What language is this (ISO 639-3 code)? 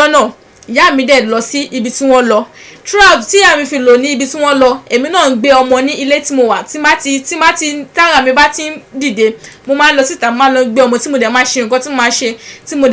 yor